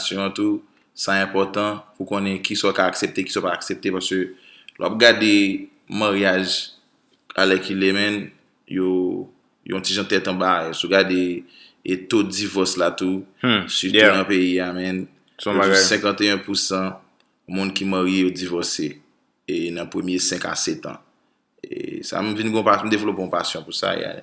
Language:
Haitian Creole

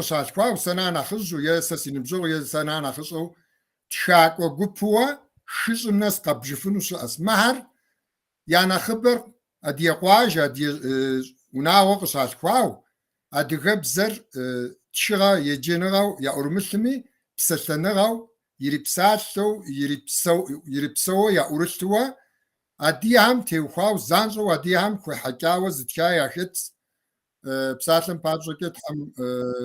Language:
Kabardian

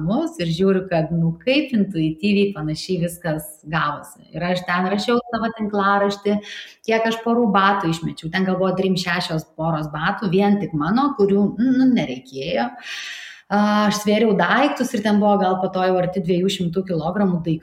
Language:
Lithuanian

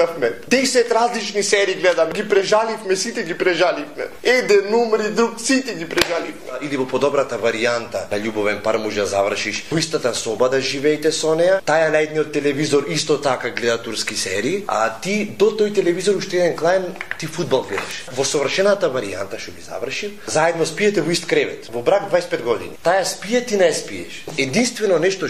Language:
Macedonian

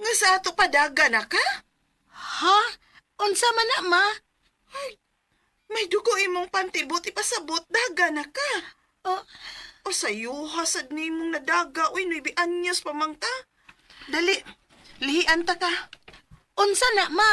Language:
Cebuano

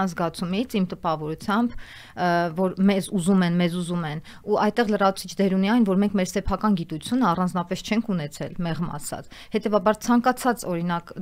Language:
Armenian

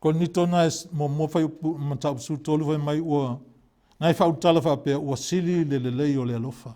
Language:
Samoan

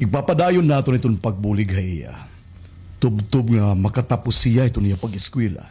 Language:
Waray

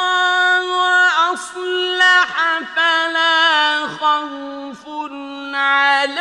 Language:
Arabic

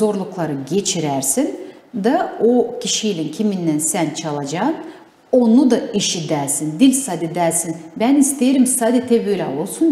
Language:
Gagauz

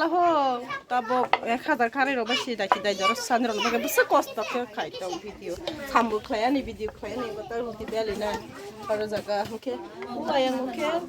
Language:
Kok Borok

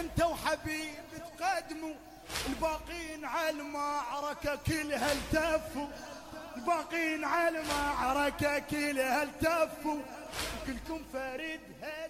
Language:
Mesopotamian Arabic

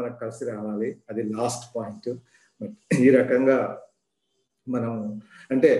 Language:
Telugu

